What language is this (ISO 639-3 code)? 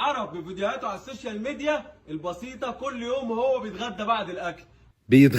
arz